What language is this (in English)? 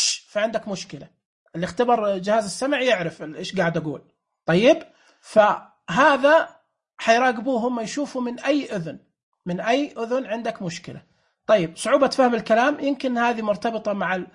Najdi Arabic